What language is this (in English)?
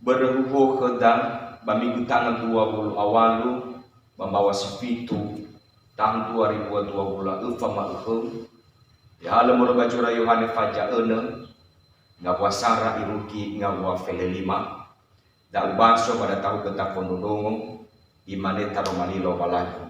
Nias